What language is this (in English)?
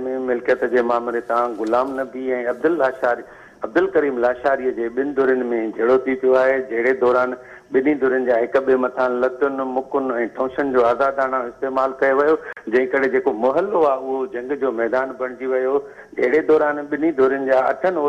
Sindhi